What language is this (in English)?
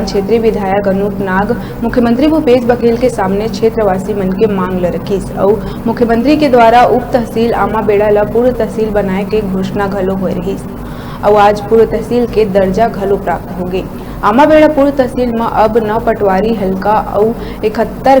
Chhattisgarhi